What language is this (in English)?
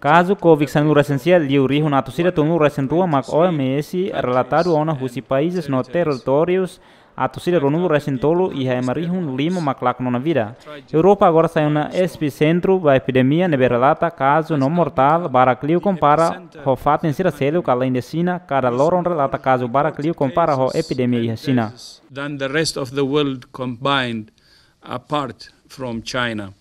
Tetum